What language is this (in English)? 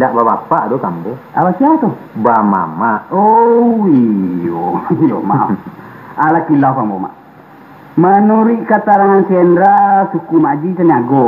Minangkabau